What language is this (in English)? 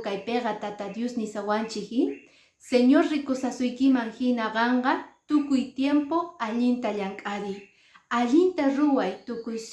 Quechua